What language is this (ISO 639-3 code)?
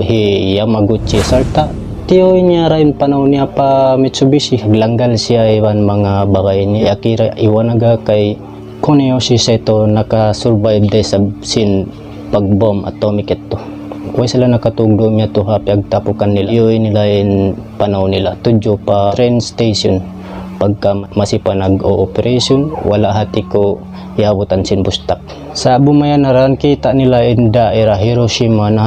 tsg